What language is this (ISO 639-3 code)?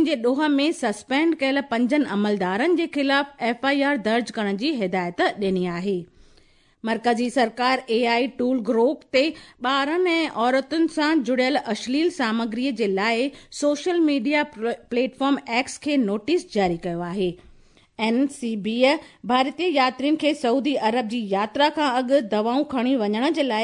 snd